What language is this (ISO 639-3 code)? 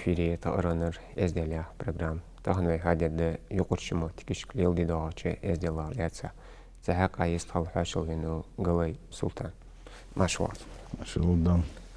inh